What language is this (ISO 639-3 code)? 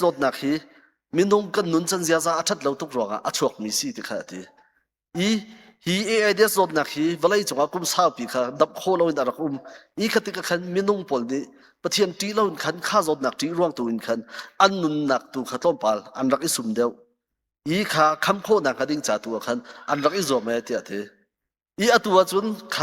cnh